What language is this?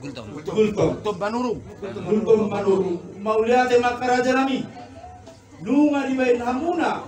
Batak Toba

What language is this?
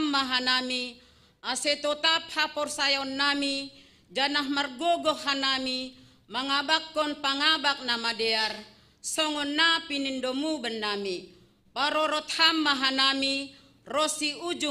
Batak Simalungun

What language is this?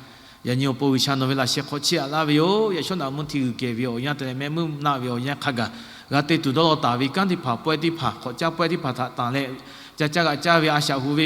Lahu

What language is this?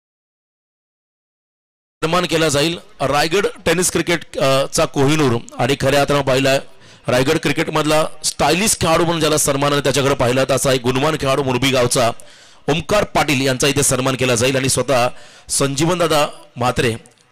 Marathi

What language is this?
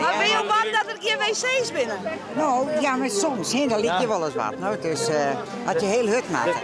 Western Frisian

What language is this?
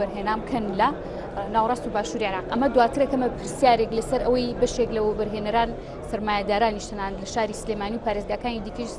Central Kurdish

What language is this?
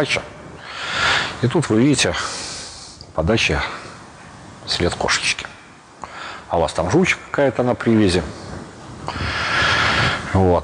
Russian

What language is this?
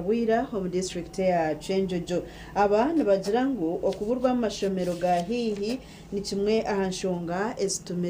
Nyankole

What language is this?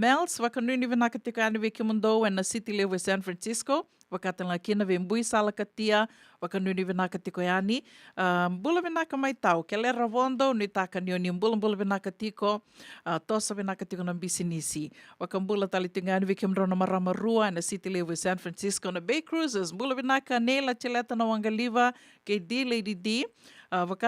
Fijian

